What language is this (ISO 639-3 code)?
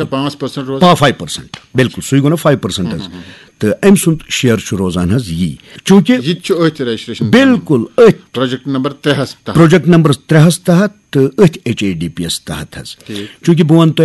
kas